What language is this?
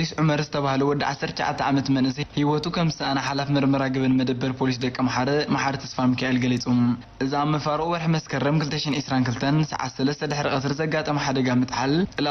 Tigrinya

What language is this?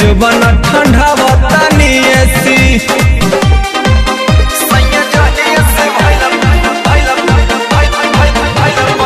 Bhojpuri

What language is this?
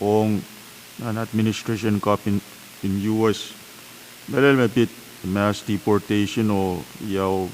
Pohnpeian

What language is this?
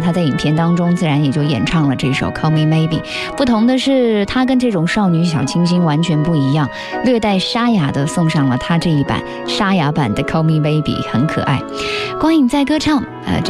Chinese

